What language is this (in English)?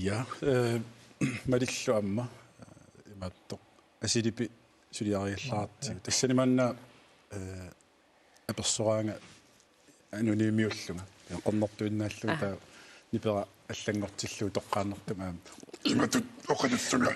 Kalaallisut